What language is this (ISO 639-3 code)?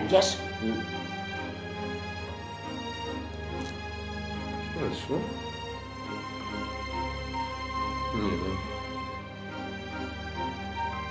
pol